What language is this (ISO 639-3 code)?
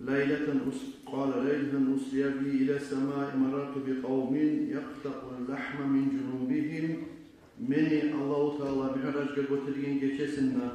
kum